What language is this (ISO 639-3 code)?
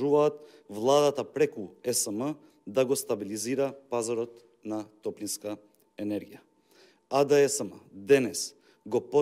mkd